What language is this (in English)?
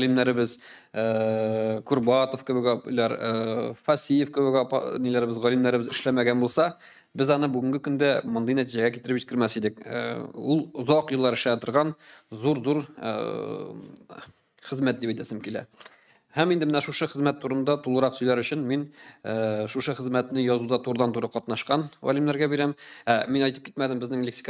Tatar